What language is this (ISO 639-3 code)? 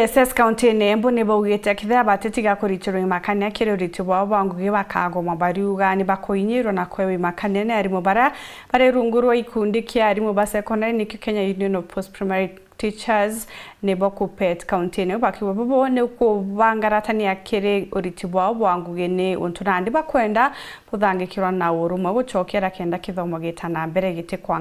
mer